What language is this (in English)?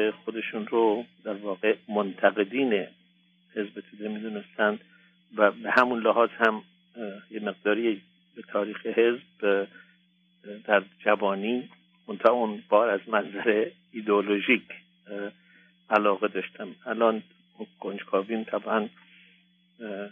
Persian